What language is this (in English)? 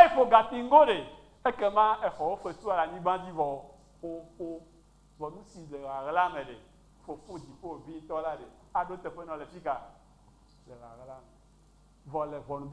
Ewe